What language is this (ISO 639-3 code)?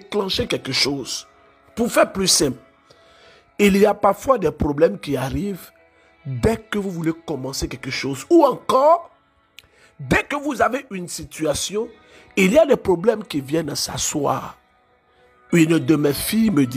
fra